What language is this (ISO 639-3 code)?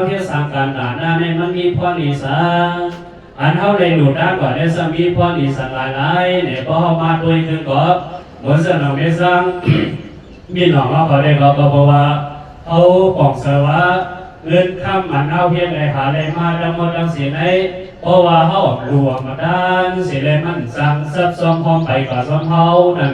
shn